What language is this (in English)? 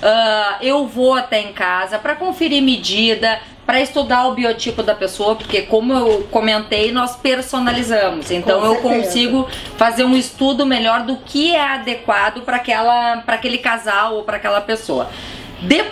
Portuguese